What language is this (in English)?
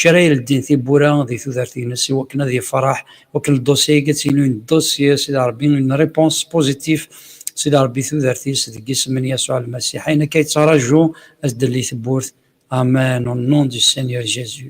Kabyle